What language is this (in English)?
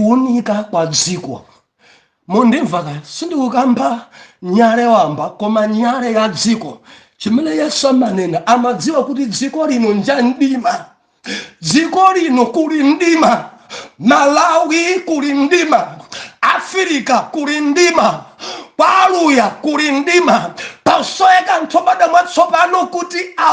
Nyanja